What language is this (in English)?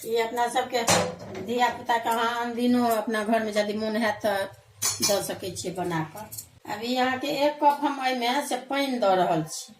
Maithili